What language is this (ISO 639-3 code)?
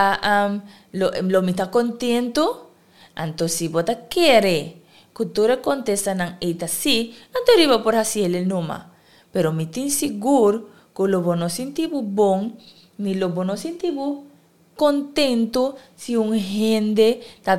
pap